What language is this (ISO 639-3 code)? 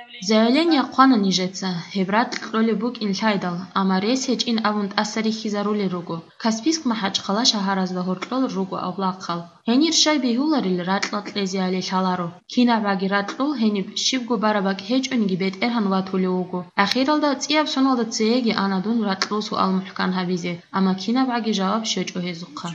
ava